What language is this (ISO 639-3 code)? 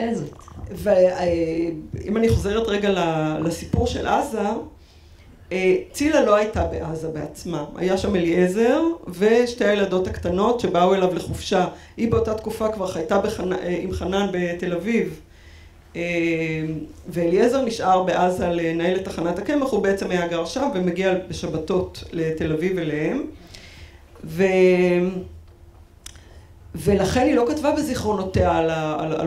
heb